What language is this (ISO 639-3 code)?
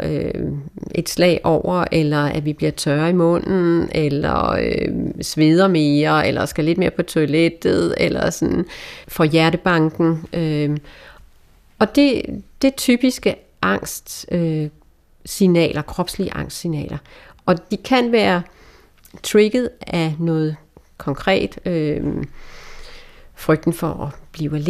dan